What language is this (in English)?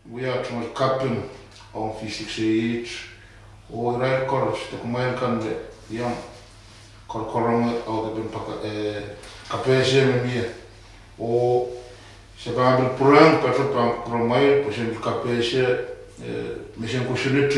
Pohnpeian